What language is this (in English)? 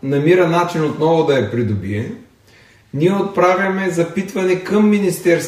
Bulgarian